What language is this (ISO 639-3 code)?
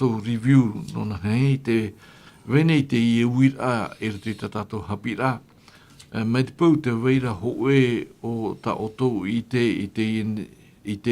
tah